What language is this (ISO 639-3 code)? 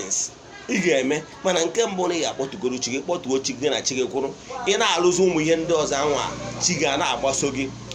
ibo